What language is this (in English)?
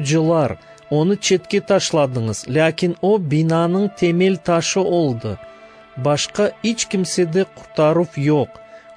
Crimean Tatar